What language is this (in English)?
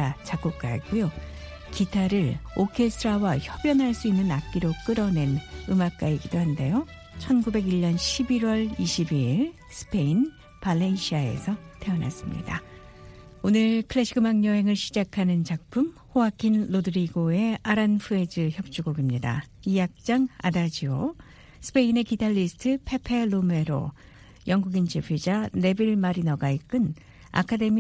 Korean